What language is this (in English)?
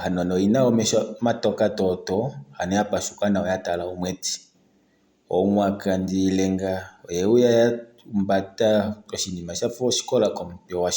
Kuanyama